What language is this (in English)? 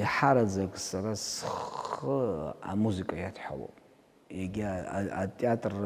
Abkhazian